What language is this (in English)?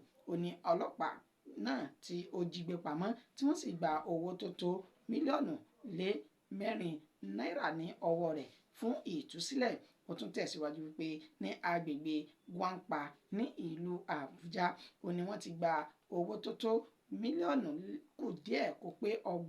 Yoruba